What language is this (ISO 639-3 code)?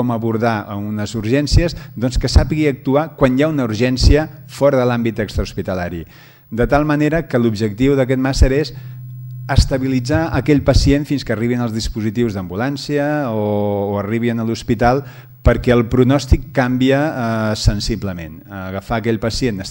cat